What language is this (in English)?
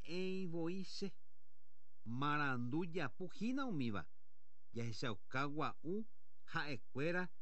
Guarani